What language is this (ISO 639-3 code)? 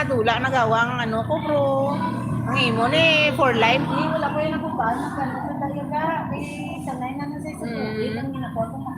hil